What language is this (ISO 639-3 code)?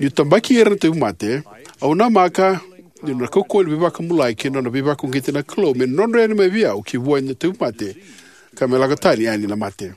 fij